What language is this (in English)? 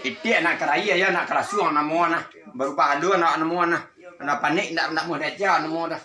Minangkabau